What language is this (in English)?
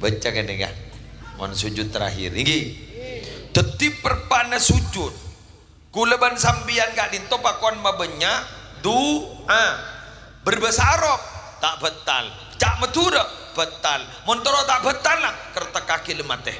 Madurese